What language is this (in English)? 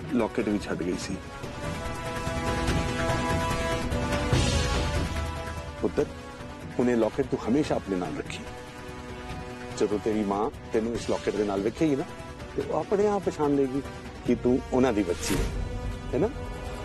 Punjabi